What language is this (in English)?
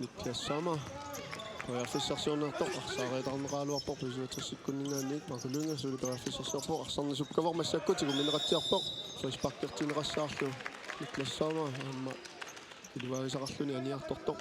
Kalaallisut